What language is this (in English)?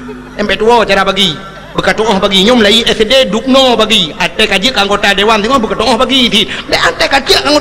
Achinese